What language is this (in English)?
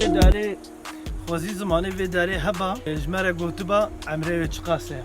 Kurdish